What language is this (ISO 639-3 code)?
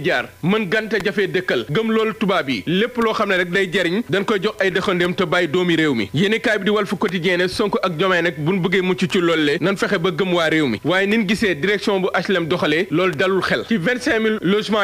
wol